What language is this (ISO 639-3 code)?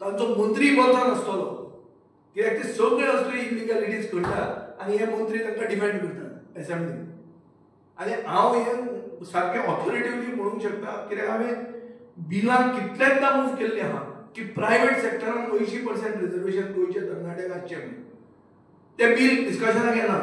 kok